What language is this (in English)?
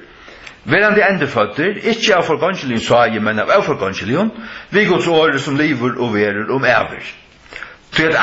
Faroese